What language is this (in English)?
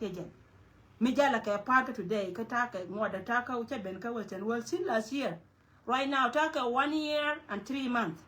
Nuer